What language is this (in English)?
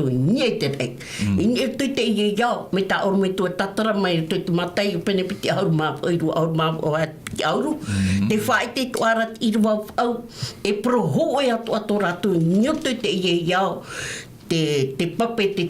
Tahitian